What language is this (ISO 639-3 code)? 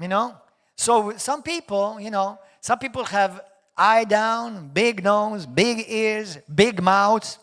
eng